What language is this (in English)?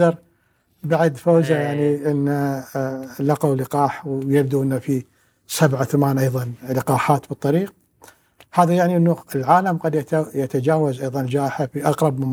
Gulf Arabic